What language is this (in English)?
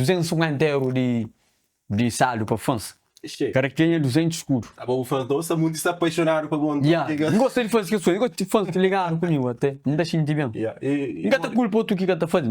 Kabuverdianu